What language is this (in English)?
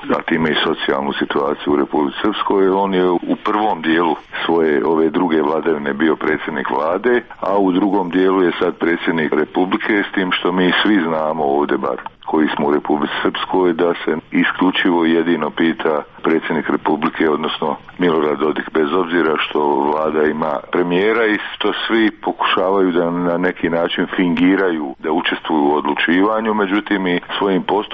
Serbian